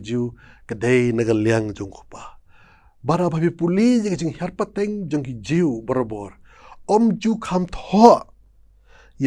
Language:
Khasi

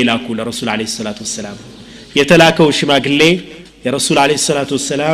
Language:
Amharic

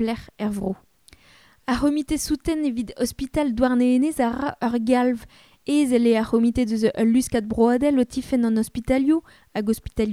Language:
Breton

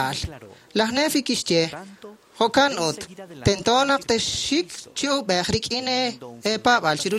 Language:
Kekchí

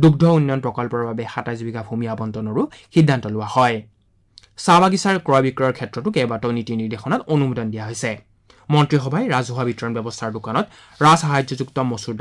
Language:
Assamese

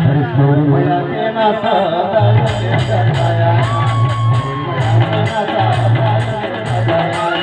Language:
Chhattisgarhi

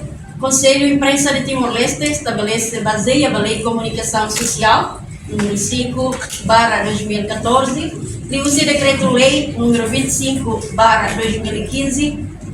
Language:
Tetum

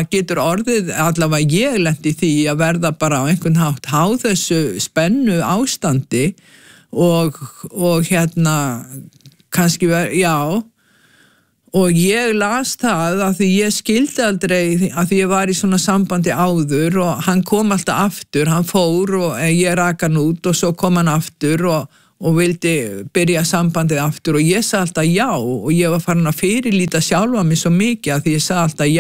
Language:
Icelandic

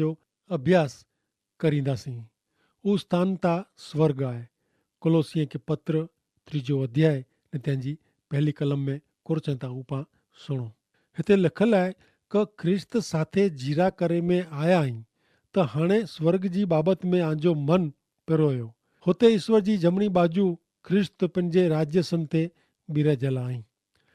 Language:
Kachhi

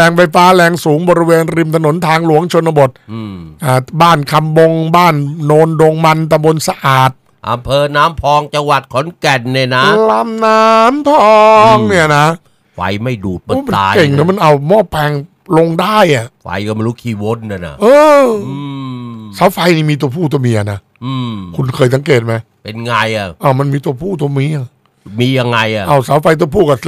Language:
Thai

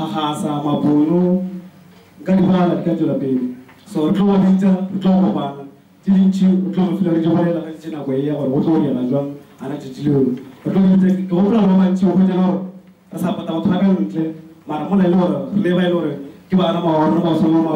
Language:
Northern Sotho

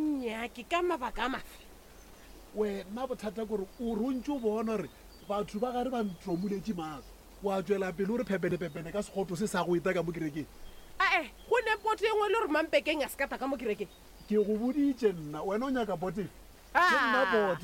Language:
Northern Sotho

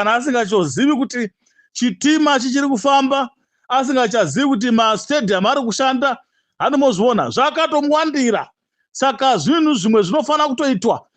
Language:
Shona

